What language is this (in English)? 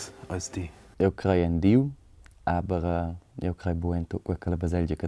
Romansh